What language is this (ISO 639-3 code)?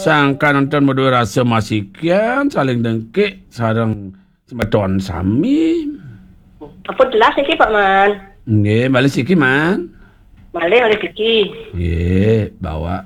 ban